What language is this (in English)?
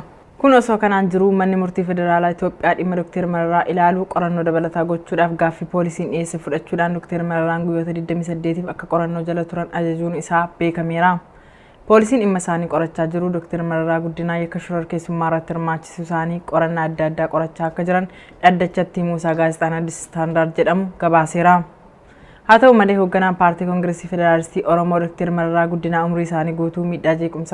Oromo